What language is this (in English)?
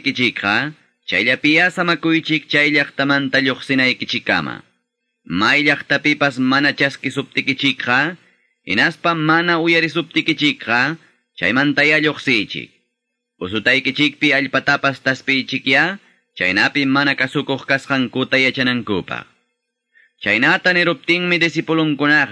Quechua